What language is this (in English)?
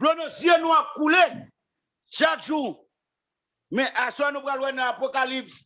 Haitian Creole